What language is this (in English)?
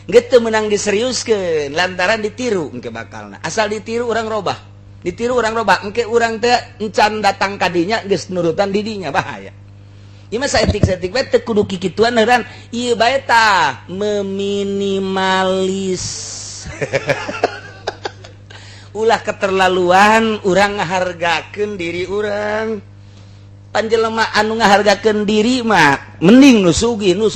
Sundanese